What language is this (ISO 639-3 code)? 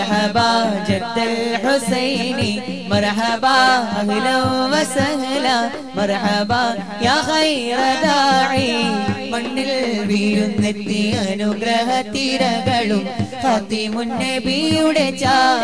mal